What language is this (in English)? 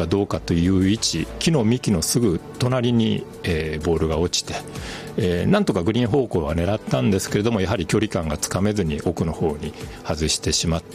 Japanese